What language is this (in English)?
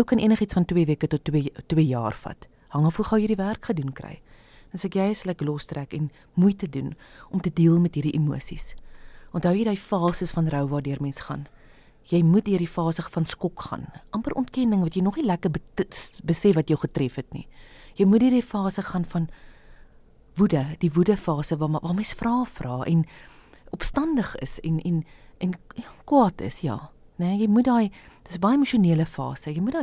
Afrikaans